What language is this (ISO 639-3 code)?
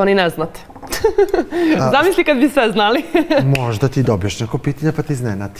srp